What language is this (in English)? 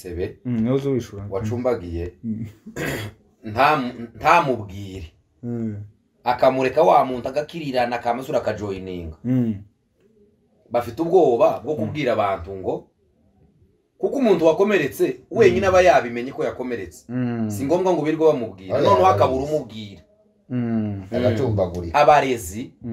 Kinyarwanda